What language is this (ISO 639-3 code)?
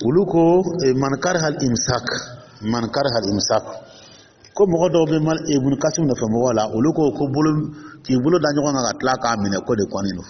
dyu